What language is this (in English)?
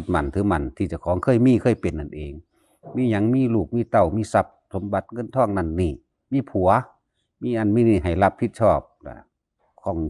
Northeastern Thai